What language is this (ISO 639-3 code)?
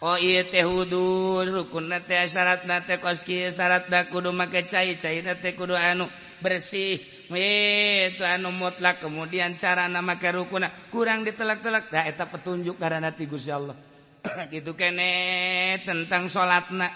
sun